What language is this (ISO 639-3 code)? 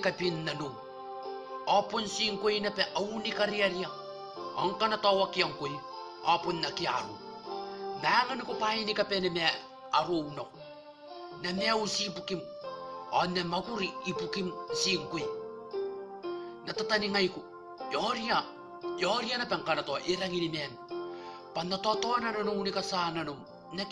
gil